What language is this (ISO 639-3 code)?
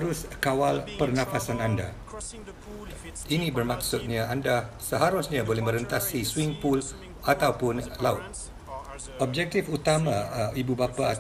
msa